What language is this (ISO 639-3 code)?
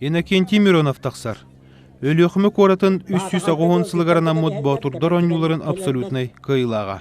sah